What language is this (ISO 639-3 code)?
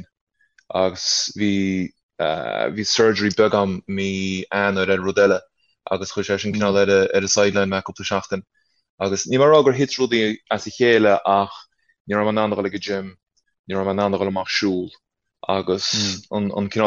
gle